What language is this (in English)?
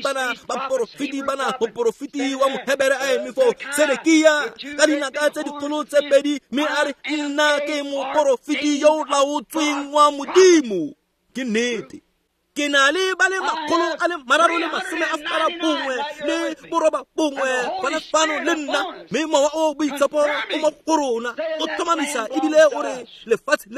Tswana